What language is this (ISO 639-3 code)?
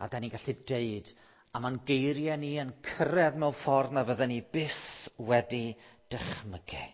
cym